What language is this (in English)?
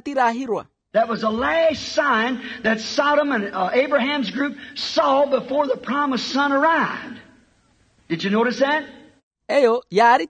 Makhuwa